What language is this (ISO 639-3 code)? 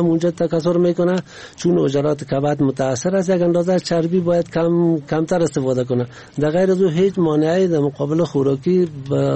fas